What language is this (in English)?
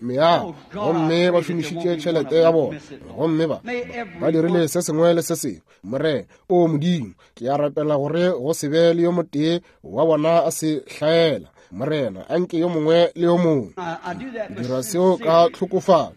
Northern Sotho